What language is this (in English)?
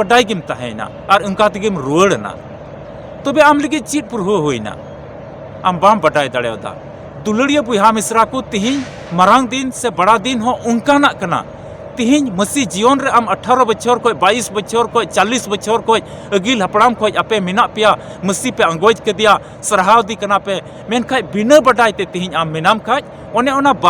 Santali